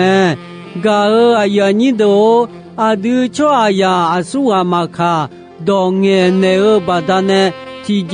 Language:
Akha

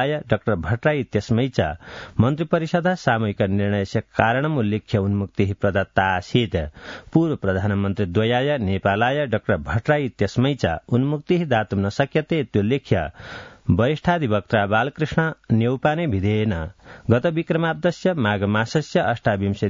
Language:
Sanskrit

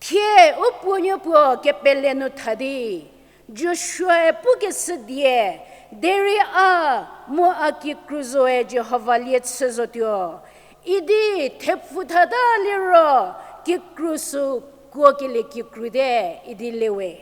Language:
Angami Naga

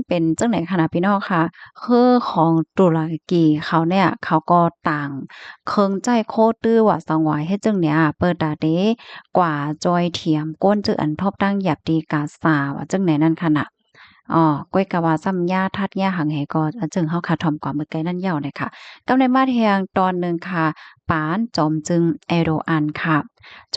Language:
Shan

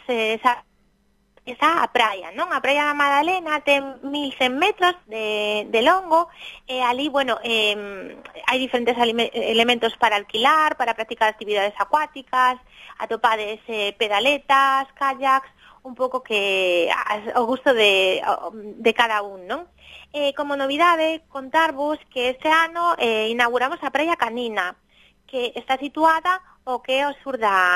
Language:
Galician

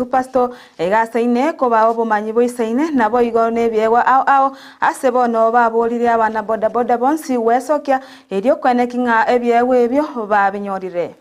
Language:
Gusii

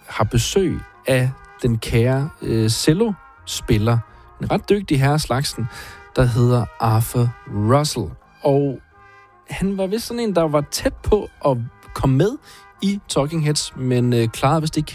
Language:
Danish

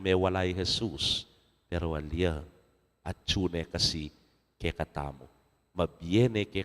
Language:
Pampanga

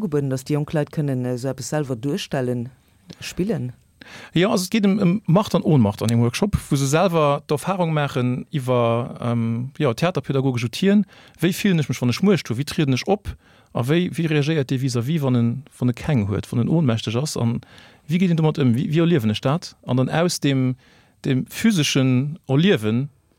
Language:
Luxembourgish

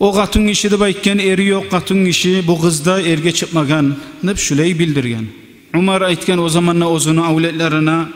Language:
Kumyk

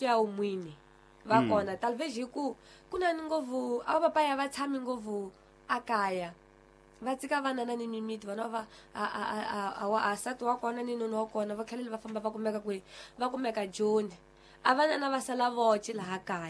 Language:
Tsonga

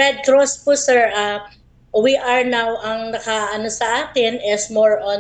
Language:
Filipino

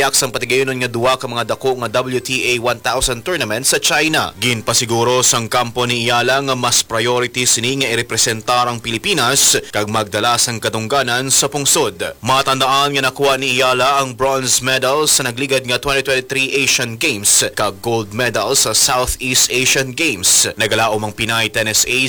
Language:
Hiligaynon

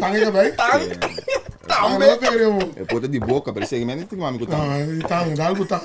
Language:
Papiamento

